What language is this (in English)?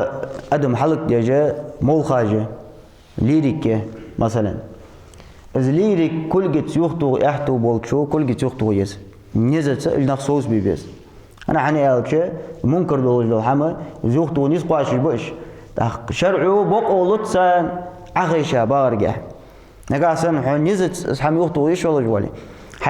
Ingush